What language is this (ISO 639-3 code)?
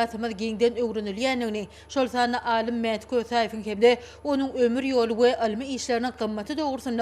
tuk